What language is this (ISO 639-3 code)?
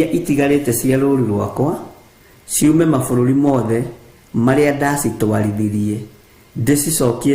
kik